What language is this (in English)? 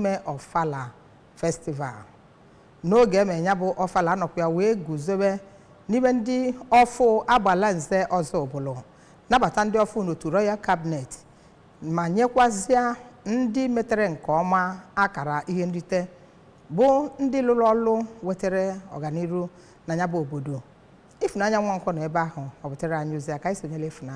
Igbo